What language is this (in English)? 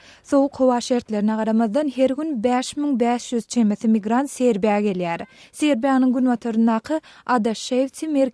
Turkmen